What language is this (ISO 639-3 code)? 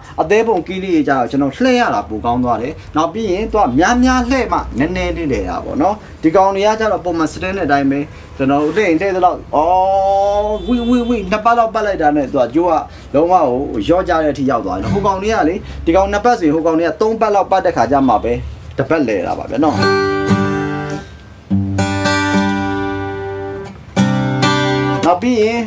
mya